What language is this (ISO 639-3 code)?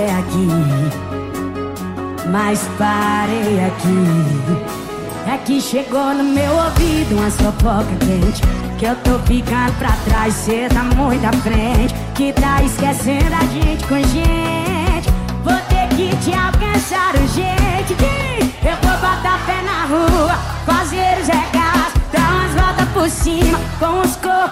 por